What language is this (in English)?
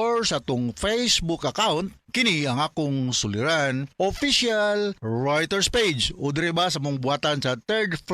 Cebuano